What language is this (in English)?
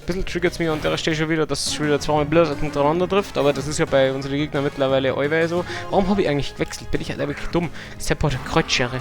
Bavarian